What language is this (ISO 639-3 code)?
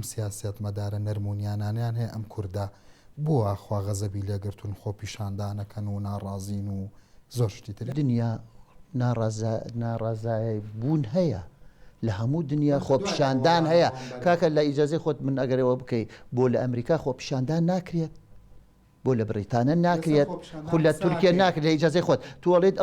ckb